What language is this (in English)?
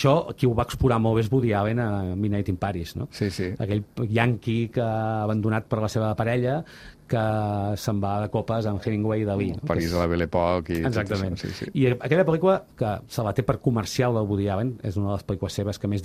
Catalan